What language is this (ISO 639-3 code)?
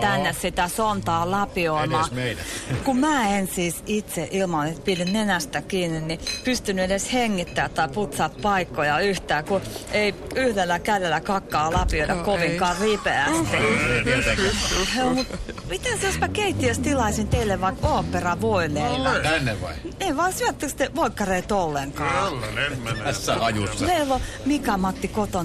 fin